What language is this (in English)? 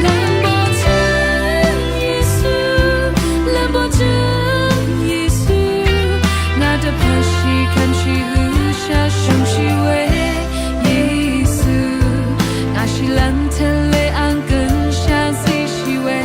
Rawang